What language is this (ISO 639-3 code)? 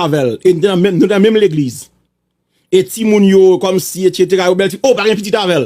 hat